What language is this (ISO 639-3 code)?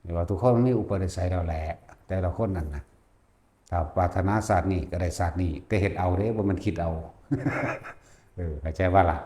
lao